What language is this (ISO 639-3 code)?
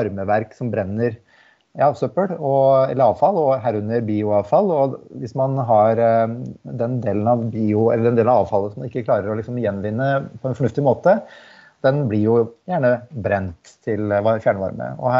nor